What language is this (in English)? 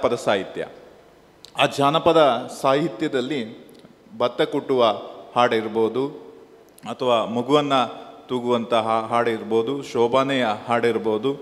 Kannada